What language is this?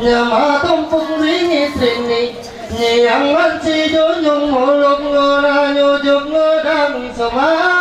Ma'anyan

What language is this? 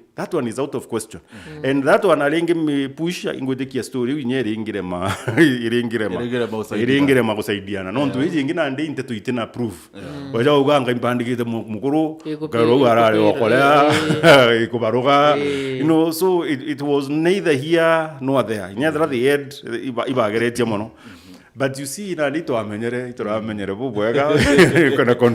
Meru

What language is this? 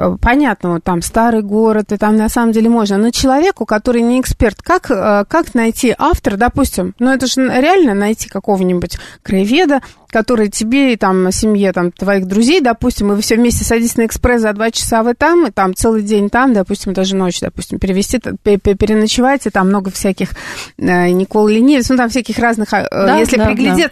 Russian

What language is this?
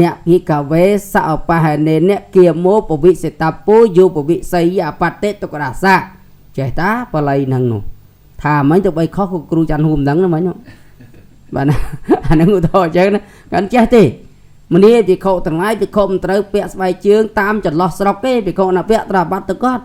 Khmer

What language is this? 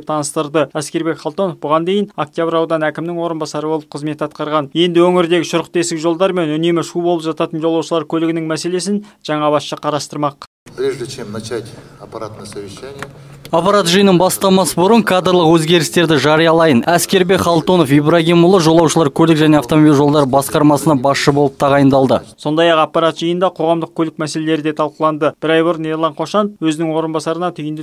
Kazakh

